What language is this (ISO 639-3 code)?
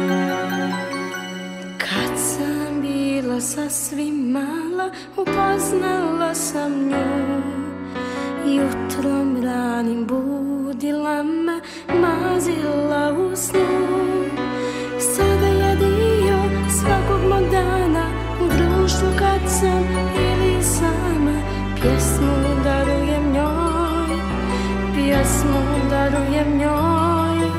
srp